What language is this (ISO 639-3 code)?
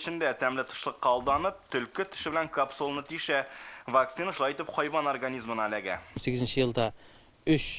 tat